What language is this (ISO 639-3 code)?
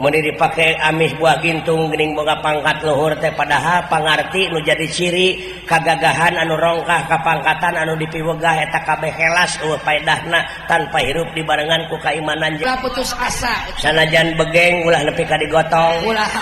sun